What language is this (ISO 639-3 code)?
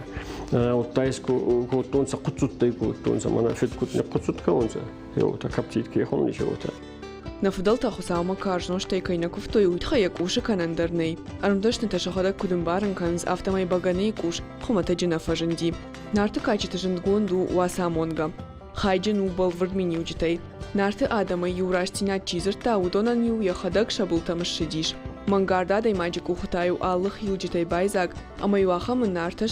oss